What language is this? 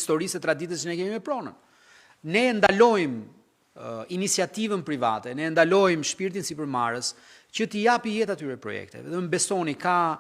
Albanian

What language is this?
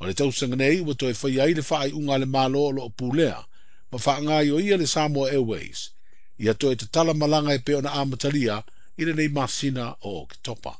Samoan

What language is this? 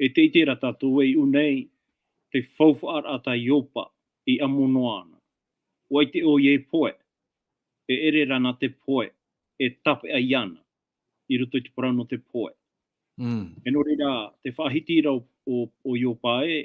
Tahitian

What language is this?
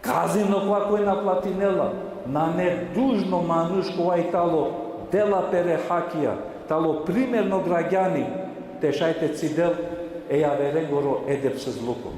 Balkan Romani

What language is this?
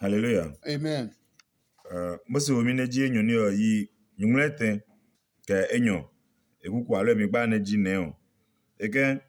Adangme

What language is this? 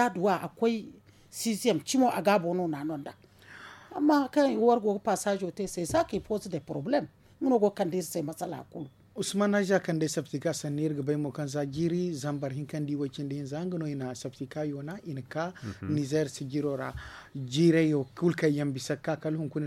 Zarma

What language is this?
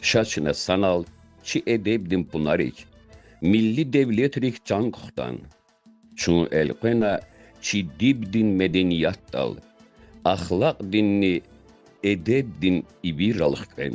Lezghian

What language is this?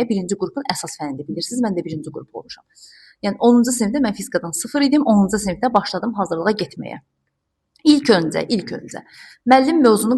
Azerbaijani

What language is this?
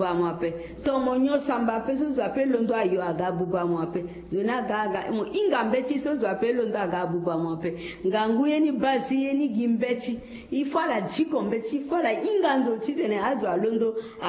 Sango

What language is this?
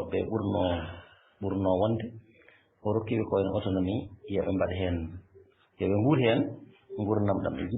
Fula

